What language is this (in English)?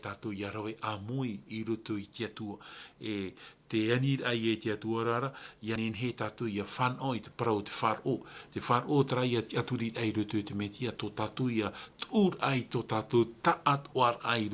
Tahitian